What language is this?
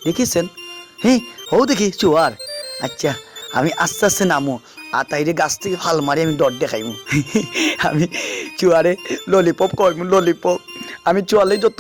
Sylheti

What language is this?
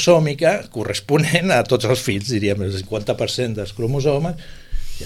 Catalan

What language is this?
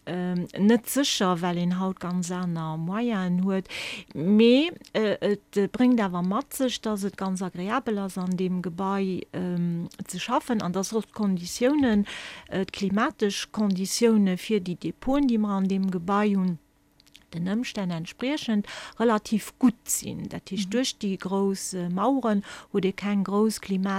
Luxembourgish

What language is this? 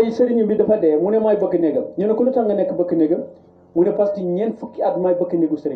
Wolof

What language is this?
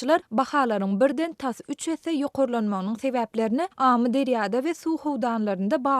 Turkmen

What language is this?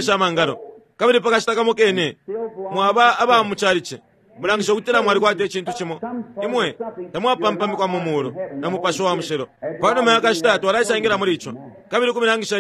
Bemba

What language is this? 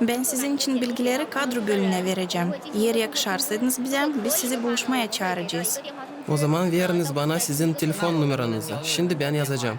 Gagauz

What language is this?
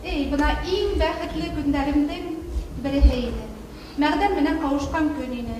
Bashkir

